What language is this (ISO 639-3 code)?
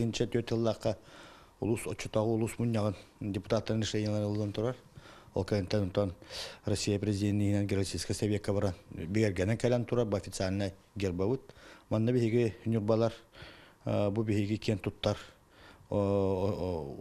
sah